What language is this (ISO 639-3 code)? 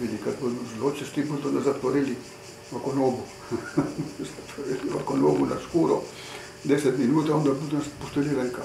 ckm